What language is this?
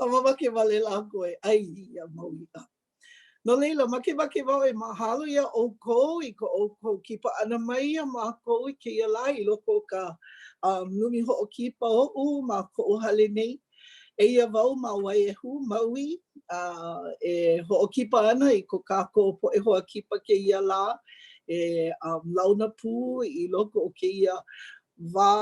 Hawaiian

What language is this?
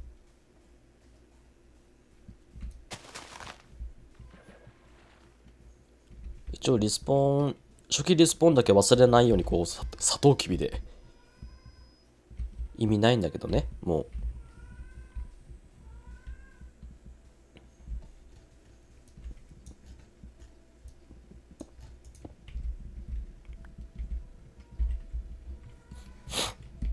Japanese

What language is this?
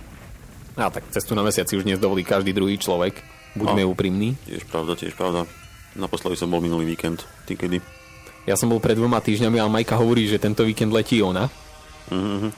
Slovak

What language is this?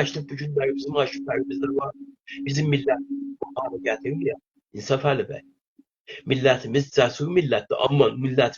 South Azerbaijani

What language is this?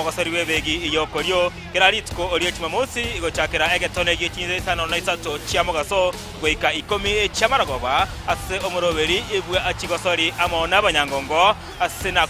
Gusii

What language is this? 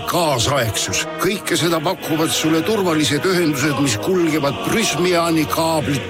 Estonian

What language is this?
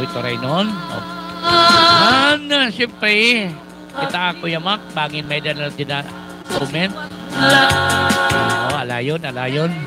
Waray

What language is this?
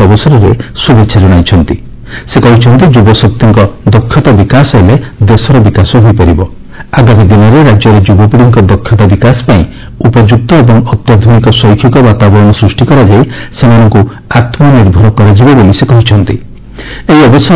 Odia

